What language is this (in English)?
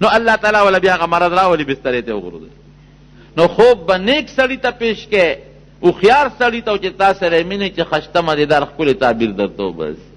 Pashto